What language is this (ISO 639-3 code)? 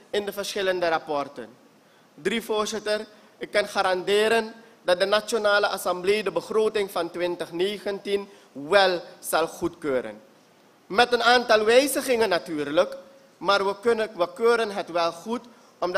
nld